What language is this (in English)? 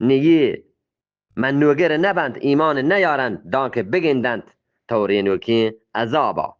Eastern Balochi